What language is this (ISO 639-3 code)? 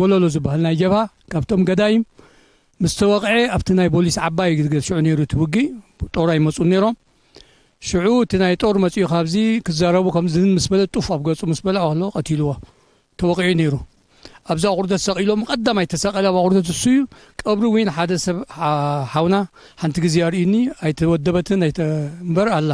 tir